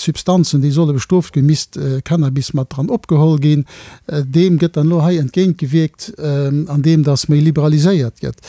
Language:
Luxembourgish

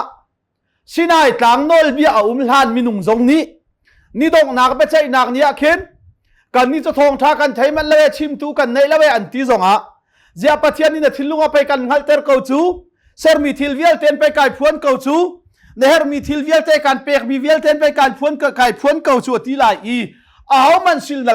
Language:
Hakha Chin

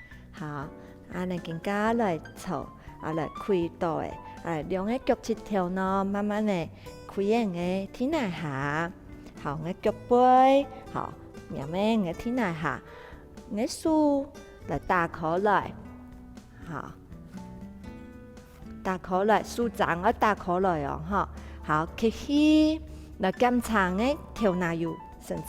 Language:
Hakka Chinese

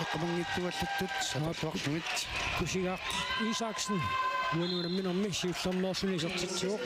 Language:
Kalaallisut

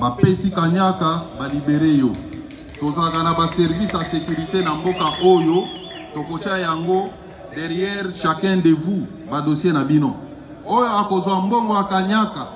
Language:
Lingala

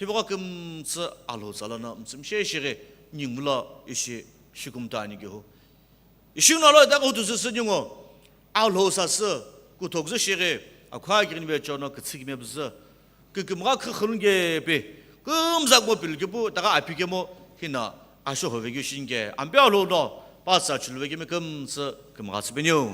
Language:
Sumi Naga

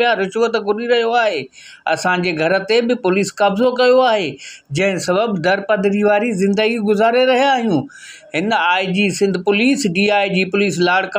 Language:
Sindhi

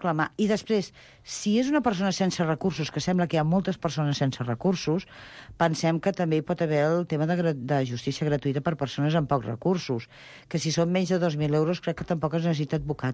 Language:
Catalan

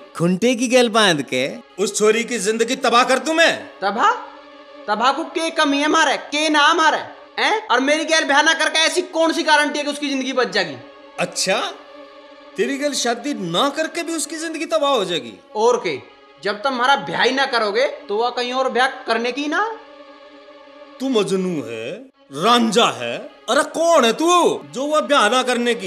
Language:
Haryanvi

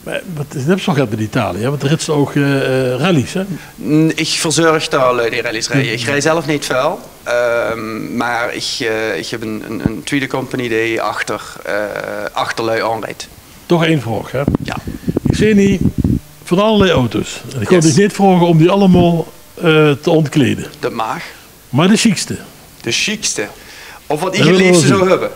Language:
Limburgish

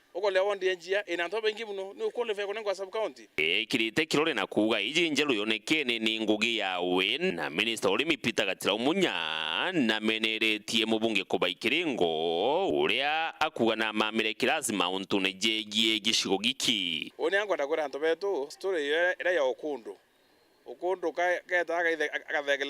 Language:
Meru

